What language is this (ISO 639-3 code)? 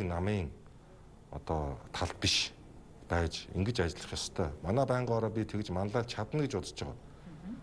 mon